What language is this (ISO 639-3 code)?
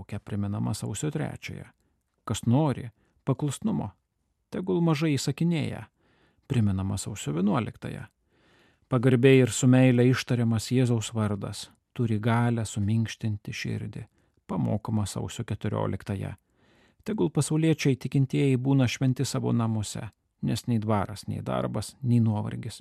lit